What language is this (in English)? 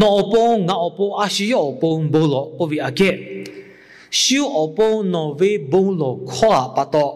Lahu